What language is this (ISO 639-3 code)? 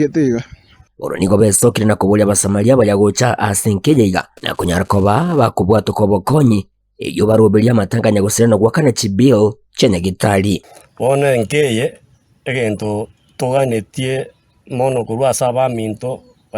guz